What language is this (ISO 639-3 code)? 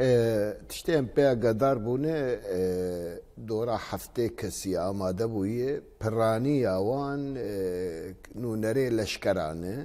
kur